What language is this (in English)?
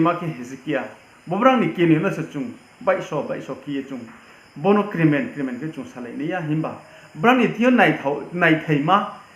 Riang (India)